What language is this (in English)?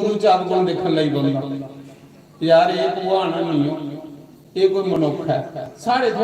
Dogri